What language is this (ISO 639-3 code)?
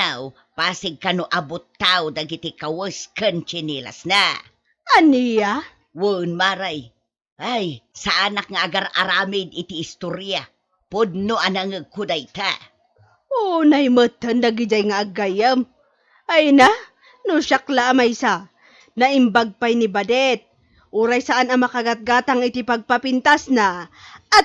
ilo